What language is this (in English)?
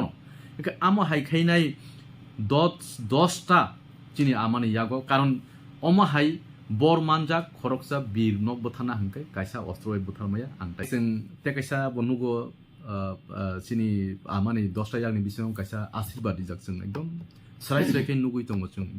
Kok Borok